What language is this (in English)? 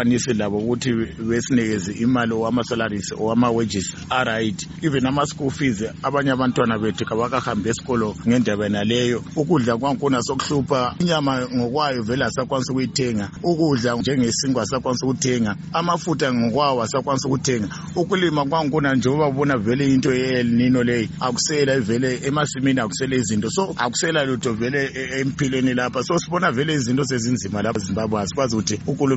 North Ndebele